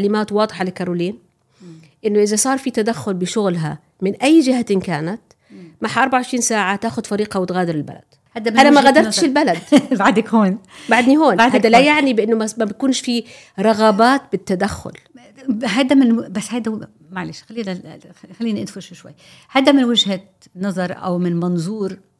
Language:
North Levantine Arabic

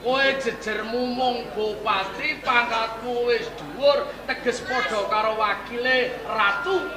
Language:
Javanese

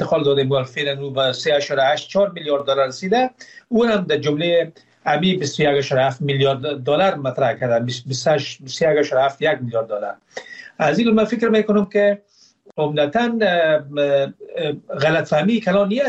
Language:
Persian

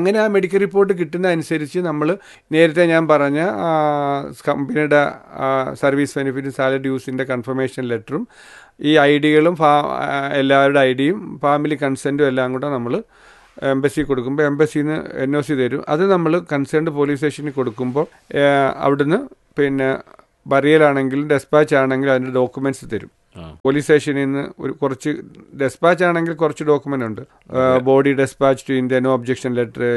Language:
Malayalam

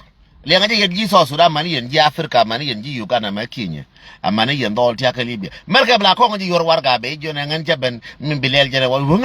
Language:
Nuer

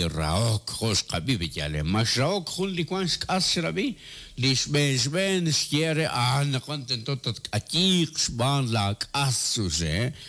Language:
Kekchí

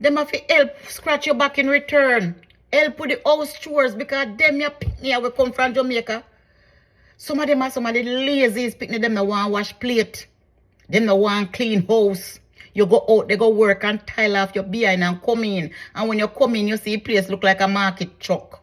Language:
Jamaican Creole English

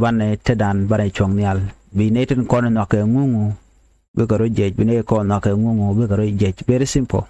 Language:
Nuer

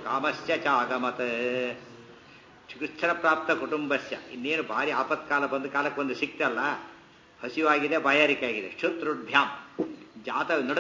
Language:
Kannada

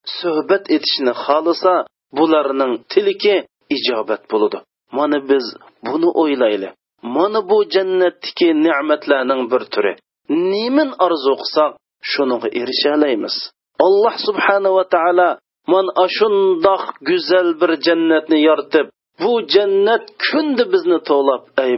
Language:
Uyghur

